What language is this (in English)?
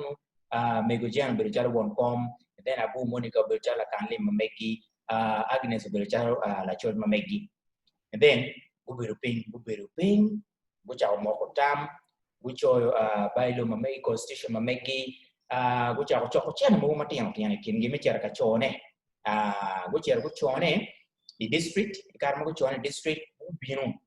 Acoli